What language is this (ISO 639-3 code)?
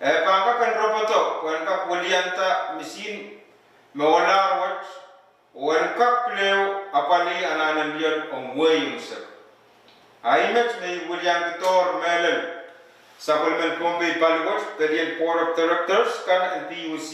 pon